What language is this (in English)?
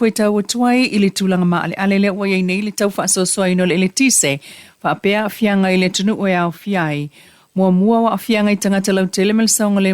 Samoan